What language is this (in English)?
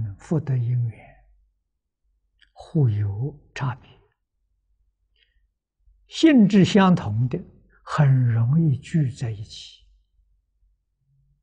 Chinese